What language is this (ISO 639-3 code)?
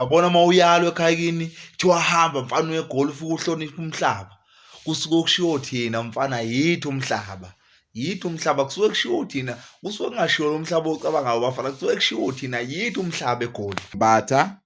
zul